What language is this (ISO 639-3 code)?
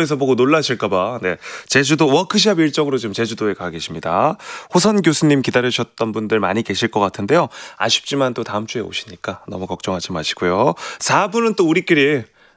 kor